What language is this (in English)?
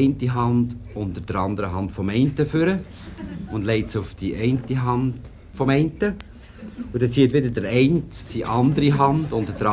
Swiss German